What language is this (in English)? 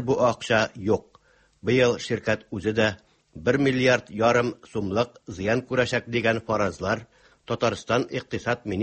Tatar